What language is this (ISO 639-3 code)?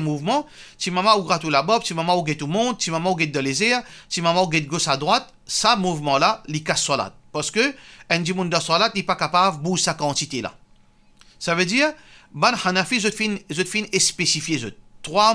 mfe